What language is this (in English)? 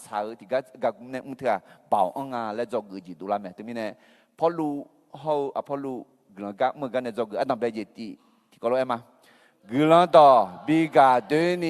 Akha